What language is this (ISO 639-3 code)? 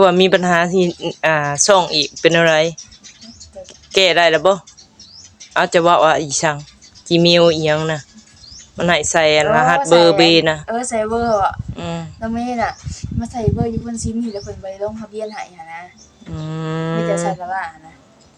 tts